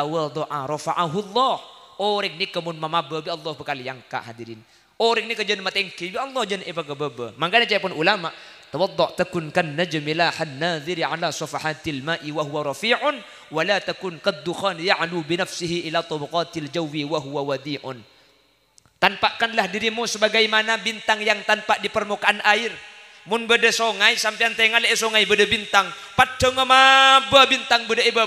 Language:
Madurese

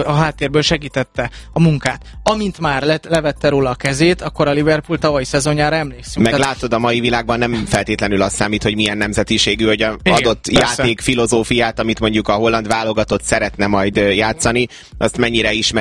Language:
Hungarian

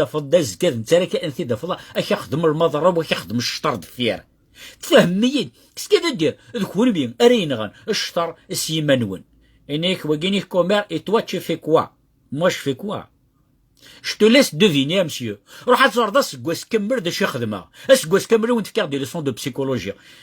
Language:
Kabyle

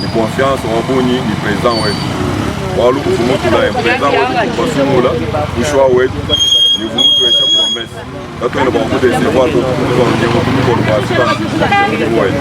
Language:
Luba-Lulua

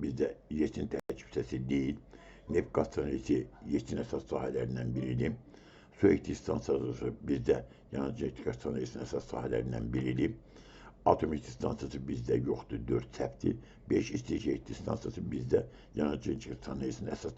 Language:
Azerbaijani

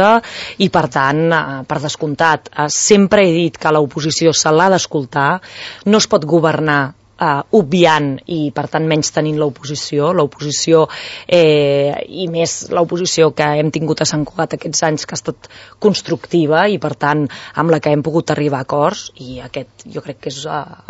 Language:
Catalan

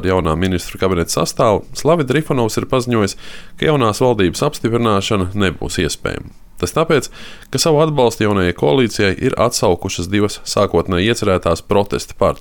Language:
Latvian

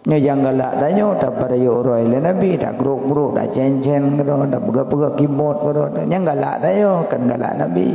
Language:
Achinese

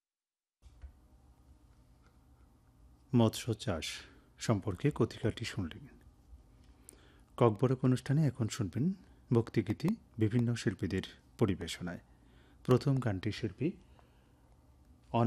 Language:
Bangla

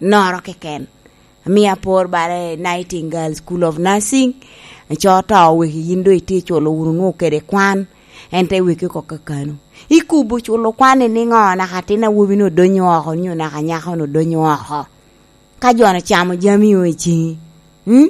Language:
Lango (Uganda)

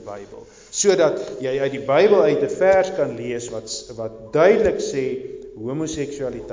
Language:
Afrikaans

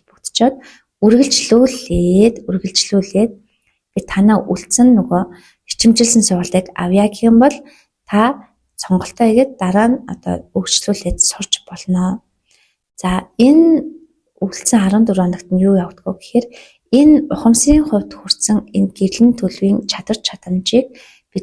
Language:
Mongolian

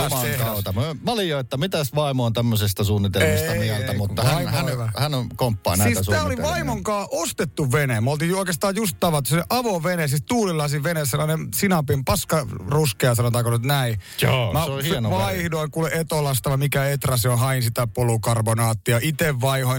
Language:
Finnish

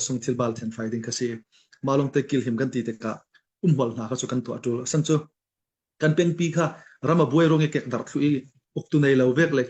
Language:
Falam Chin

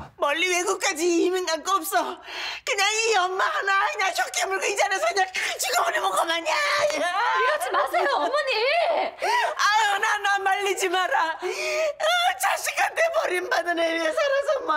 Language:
Korean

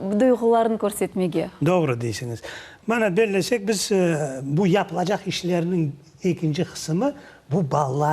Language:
Crimean Tatar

